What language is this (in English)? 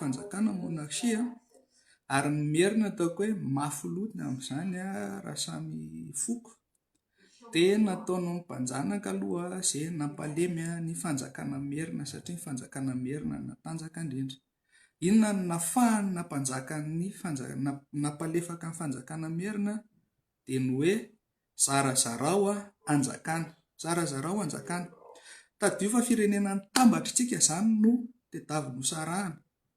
Malagasy